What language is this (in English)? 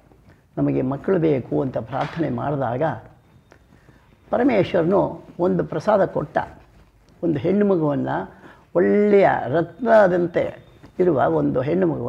Kannada